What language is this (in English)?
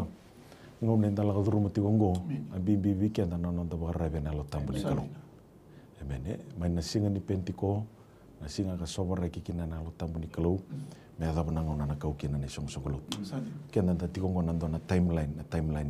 Fijian